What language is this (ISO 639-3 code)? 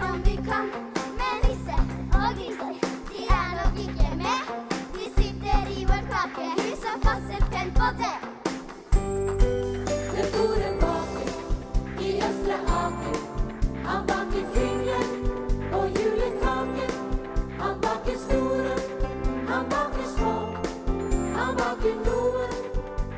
nor